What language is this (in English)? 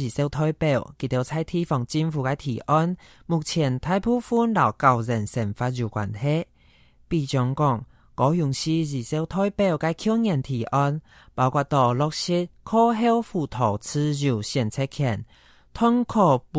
Hakka Chinese